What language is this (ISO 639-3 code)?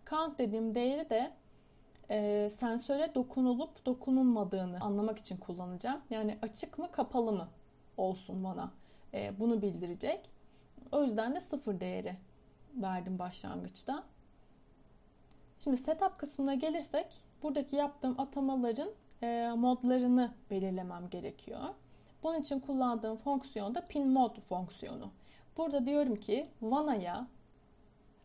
tur